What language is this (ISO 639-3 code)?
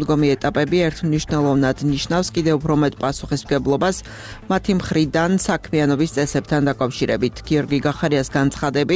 kat